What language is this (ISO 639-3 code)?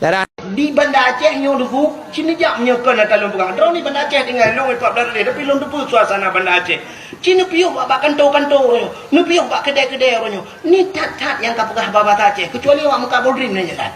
ace